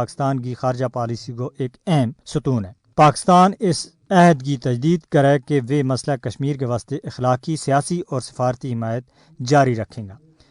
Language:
Gujari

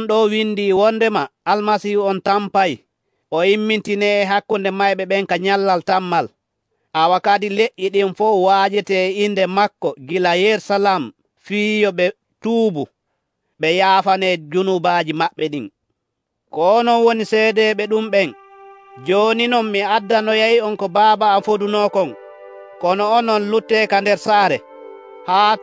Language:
Nigerian Fulfulde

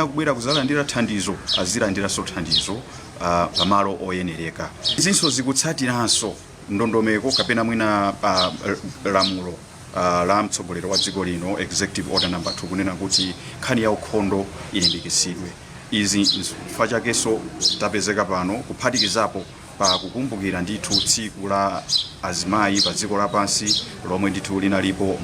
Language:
Nyanja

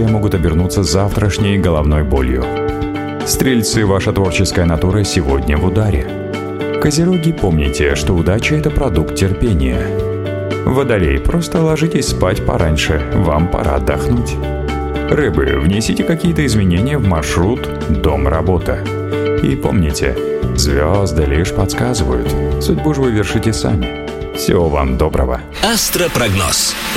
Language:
Russian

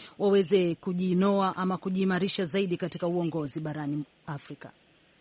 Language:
Swahili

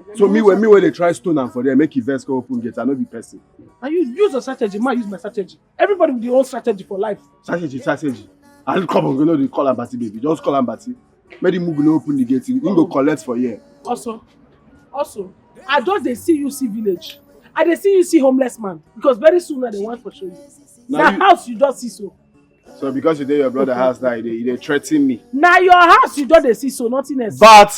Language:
Nigerian Pidgin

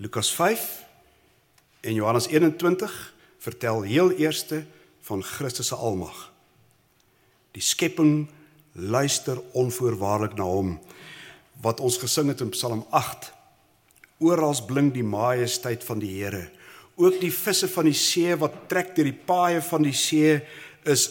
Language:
Afrikaans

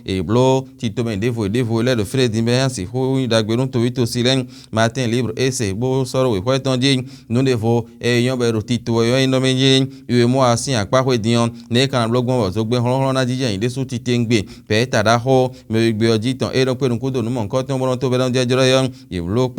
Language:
Fon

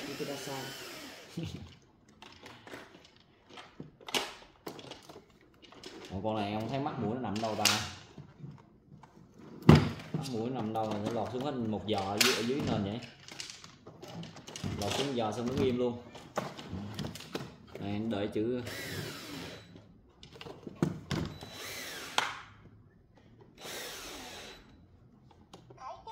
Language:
Vietnamese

